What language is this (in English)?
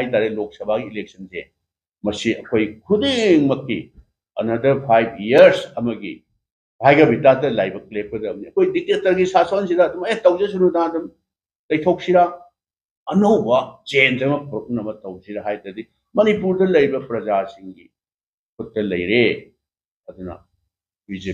Manipuri